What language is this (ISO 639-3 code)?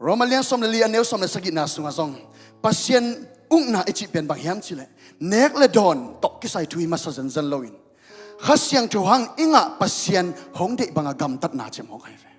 ctd